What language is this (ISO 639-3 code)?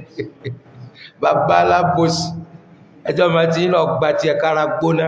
yor